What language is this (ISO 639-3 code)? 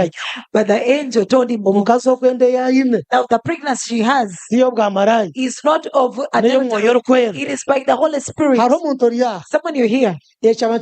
nyn